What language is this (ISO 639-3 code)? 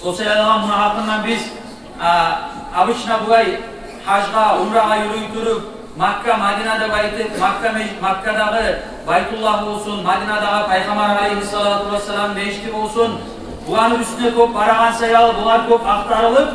kum